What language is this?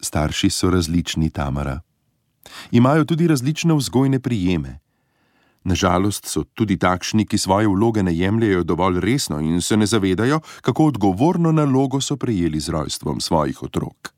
Slovenian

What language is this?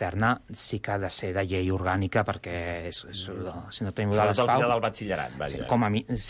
Catalan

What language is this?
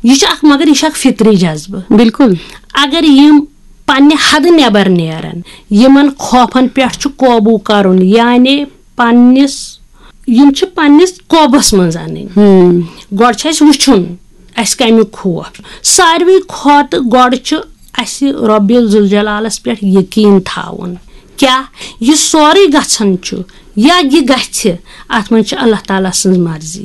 Kashmiri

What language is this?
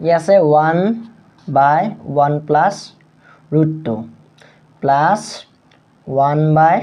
Assamese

